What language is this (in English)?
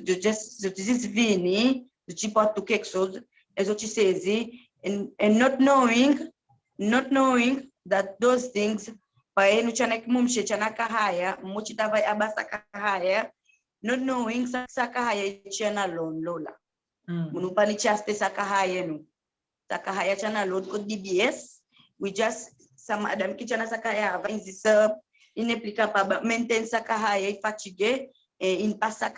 Seselwa Creole French